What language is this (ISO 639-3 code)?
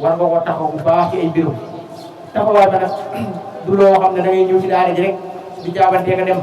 wol